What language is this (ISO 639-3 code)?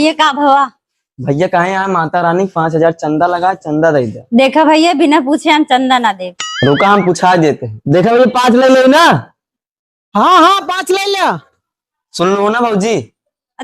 awa